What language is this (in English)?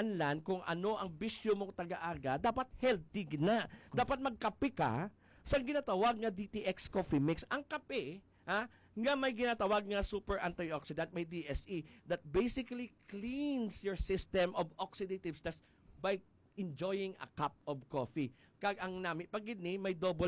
Hiligaynon